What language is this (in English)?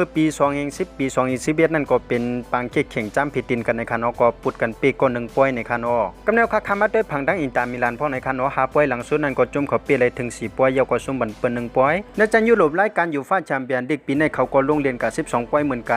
Shan